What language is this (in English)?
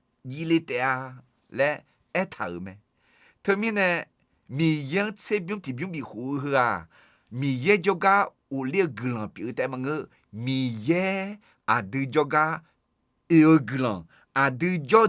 Akha